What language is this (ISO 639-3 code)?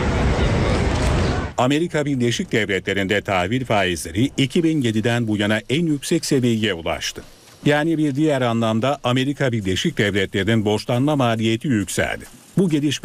tur